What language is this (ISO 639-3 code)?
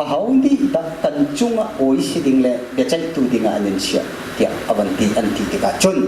cnh